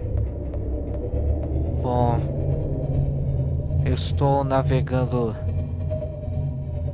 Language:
Portuguese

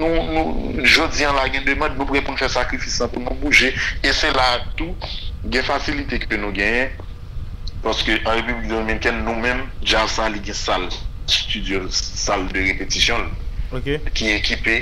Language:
Haitian Creole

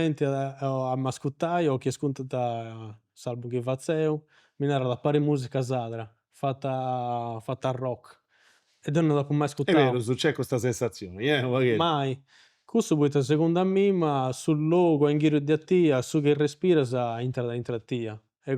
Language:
Sardinian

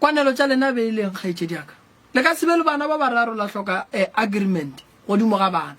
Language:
Northern Sotho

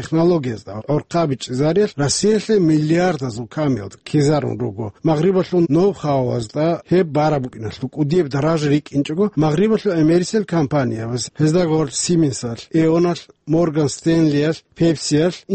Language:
Avaric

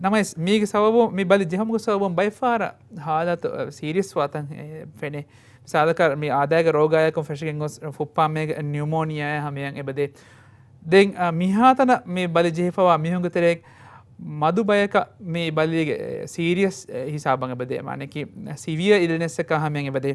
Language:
Divehi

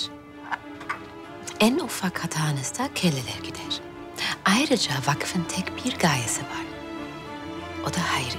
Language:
Turkish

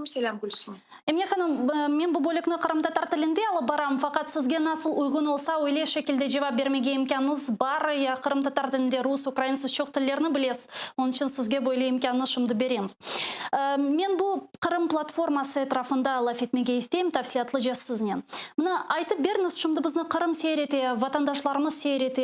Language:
Crimean Tatar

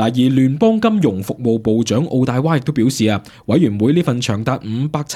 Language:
Cantonese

